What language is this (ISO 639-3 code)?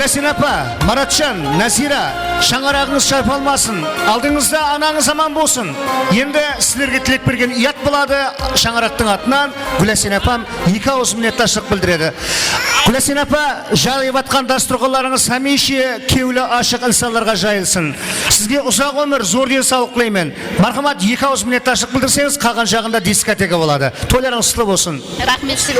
kaa